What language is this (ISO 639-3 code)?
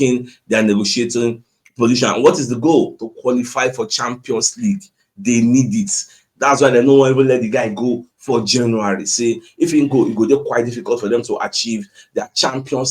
pcm